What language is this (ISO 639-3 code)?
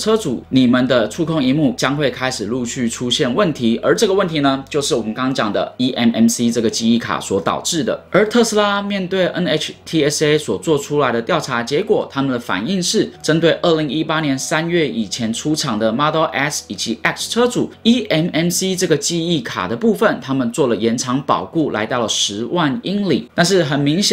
zho